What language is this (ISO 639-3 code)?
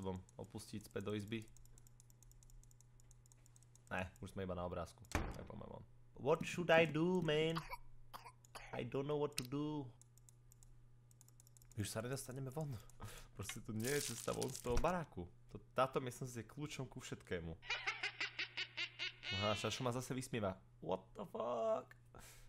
slk